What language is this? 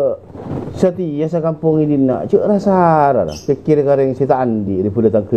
Madurese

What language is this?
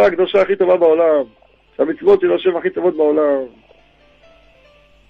Hebrew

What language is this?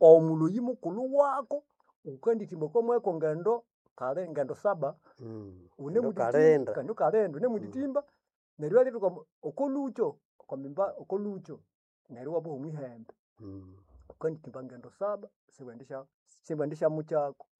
Nande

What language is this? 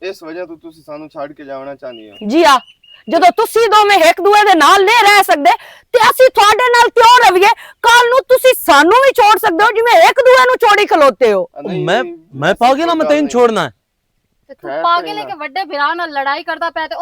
Western Panjabi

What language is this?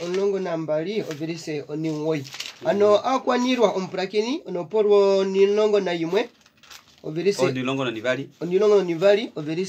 Kuanyama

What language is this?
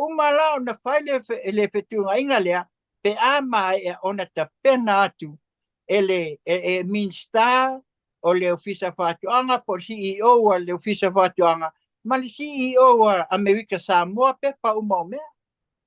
Samoan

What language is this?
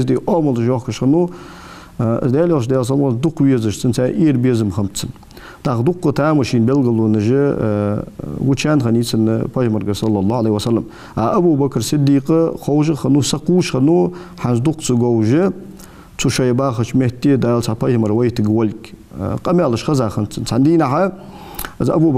Ingush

